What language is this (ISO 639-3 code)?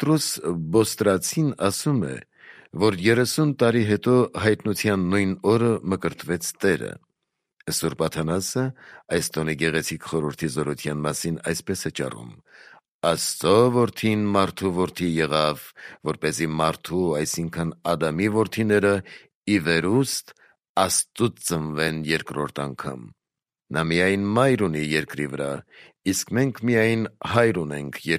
hye